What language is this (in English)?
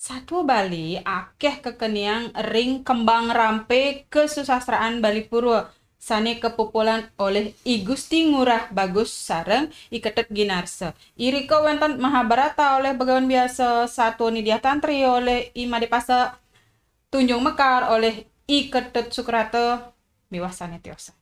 Balinese